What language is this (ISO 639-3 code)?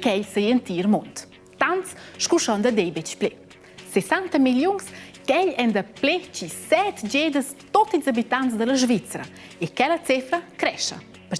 roh